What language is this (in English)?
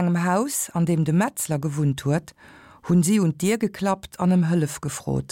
Luxembourgish